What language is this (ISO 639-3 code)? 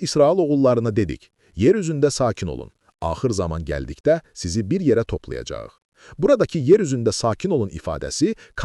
aze